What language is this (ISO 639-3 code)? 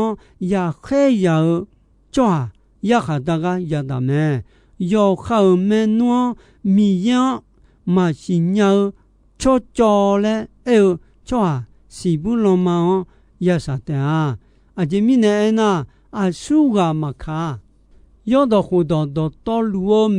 ahk